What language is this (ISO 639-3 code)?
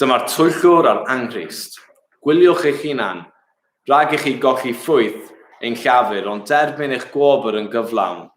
cym